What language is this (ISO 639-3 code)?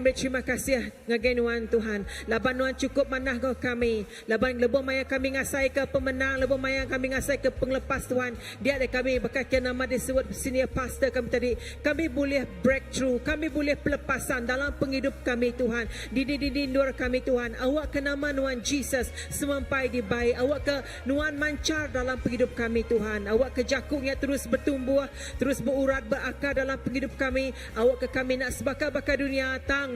iba